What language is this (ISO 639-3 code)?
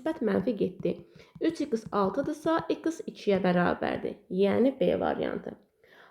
aze